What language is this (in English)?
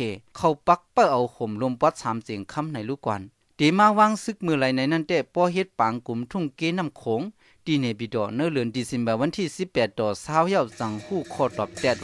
Shan